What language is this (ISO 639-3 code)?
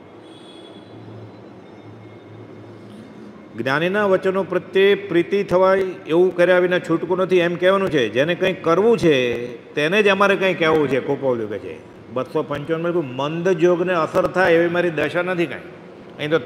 guj